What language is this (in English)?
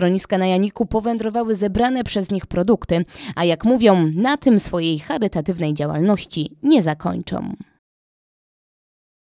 Polish